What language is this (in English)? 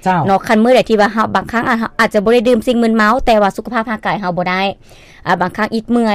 Lao